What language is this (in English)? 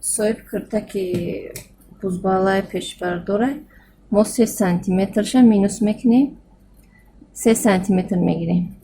Tajik